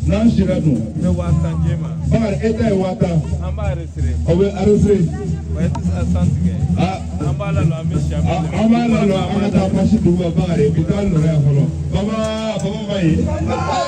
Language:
Bambara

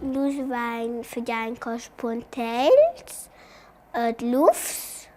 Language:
Romansh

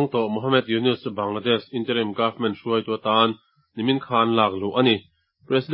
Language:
Mizo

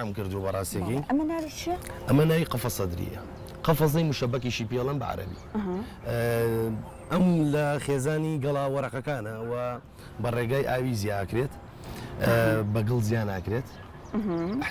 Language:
Central Kurdish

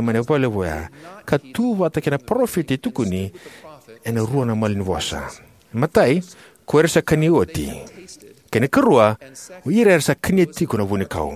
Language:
Fijian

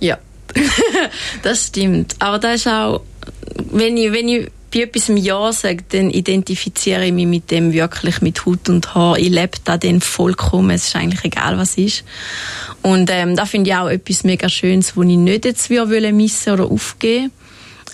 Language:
Swiss German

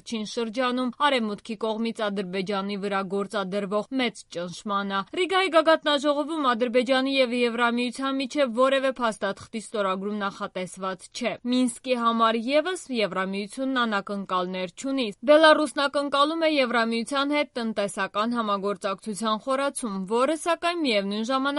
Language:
Armenian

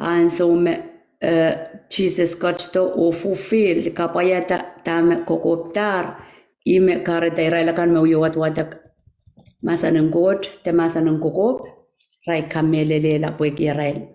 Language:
Pohnpeian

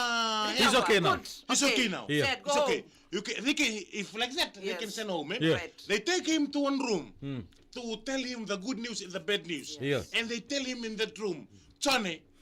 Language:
Fijian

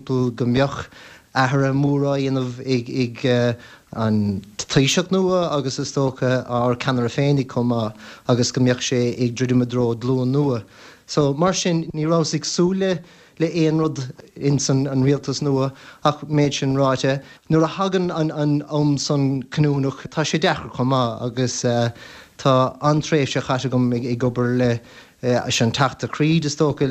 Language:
Irish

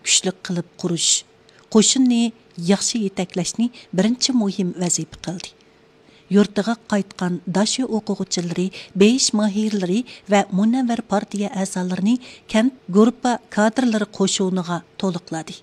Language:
Uyghur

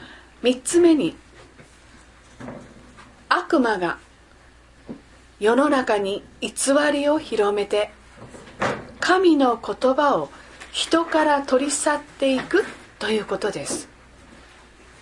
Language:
Japanese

